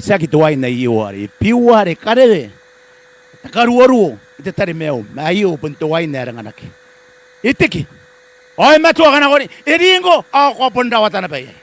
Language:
Gilbertese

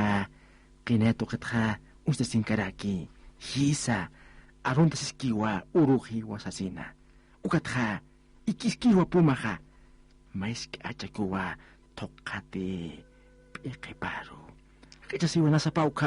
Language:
Aymara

